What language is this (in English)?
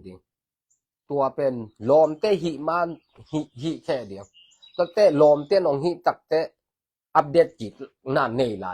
Tedim Chin